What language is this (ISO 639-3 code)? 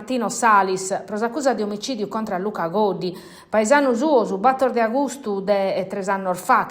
srd